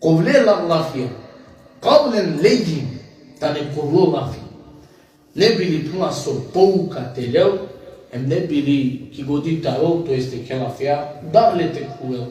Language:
Balkan Romani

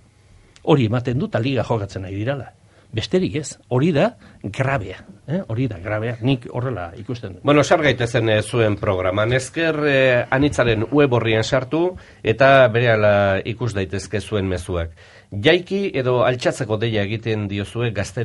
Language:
Basque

